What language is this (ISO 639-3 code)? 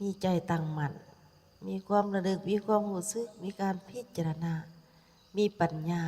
lao